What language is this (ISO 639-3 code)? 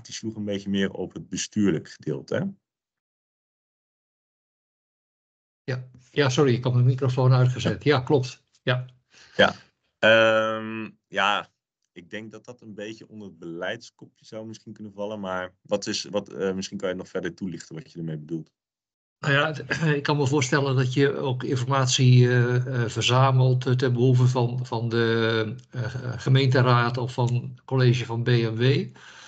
nld